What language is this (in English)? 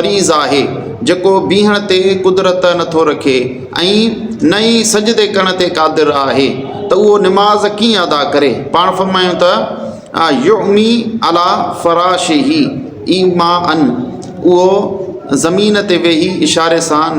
Sindhi